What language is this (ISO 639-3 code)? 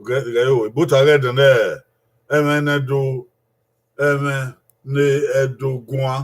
bin